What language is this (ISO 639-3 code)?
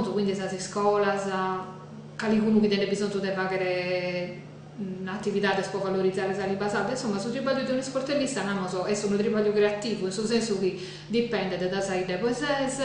srd